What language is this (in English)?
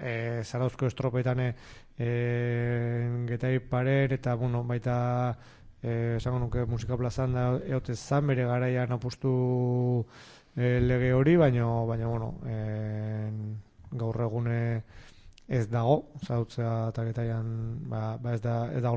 Basque